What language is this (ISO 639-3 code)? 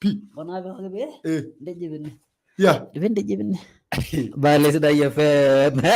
mas